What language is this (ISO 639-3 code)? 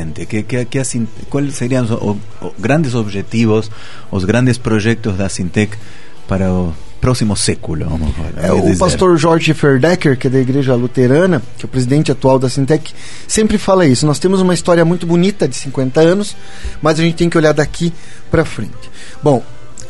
por